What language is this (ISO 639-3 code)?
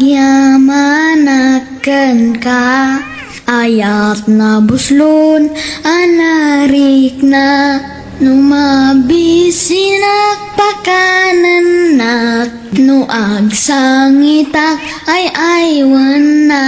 ilo